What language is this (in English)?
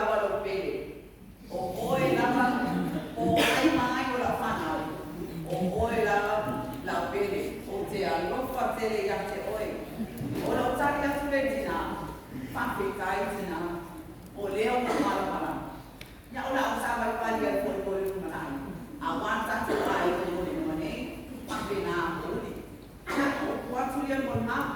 Samoan